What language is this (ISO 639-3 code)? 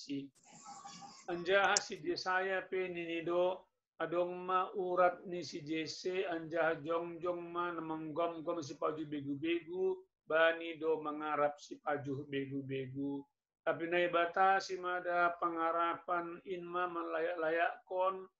bts